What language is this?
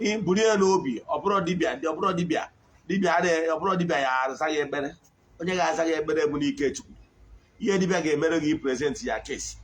Igbo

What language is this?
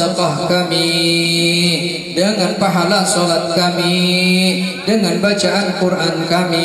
Banjar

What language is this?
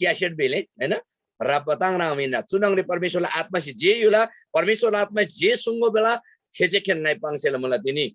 Eastern Tamang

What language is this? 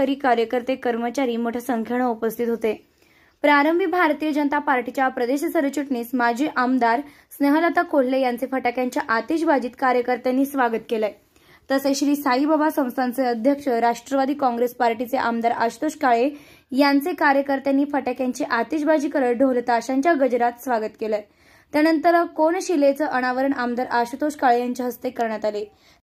Marathi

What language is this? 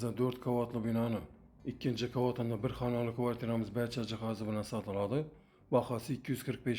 Uzbek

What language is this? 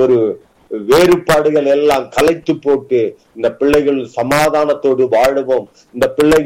Tamil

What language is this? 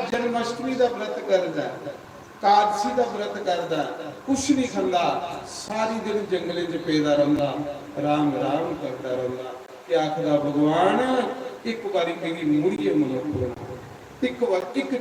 Dogri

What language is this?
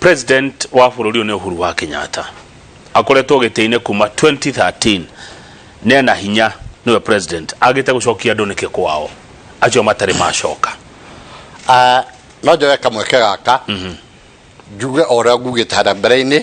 Kikuyu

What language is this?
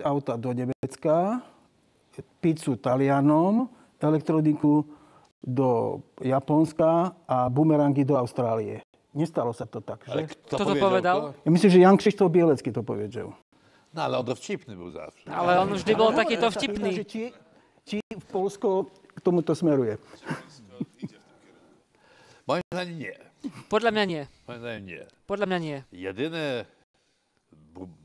Slovak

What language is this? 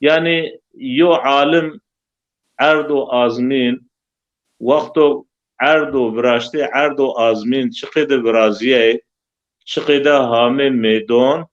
Zaza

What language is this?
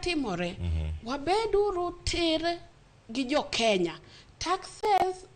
Luo (Kenya and Tanzania)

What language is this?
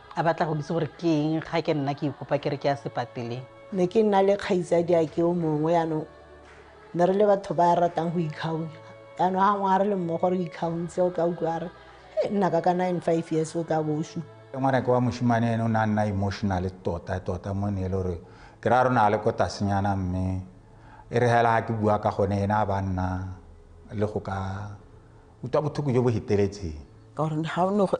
Tswana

